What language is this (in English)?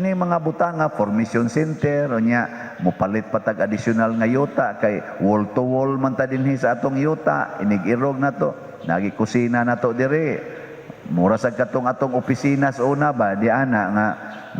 Cebuano